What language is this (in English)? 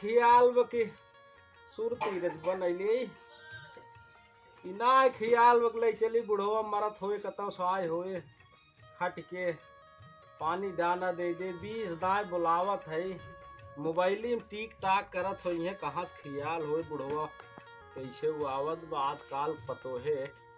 Awadhi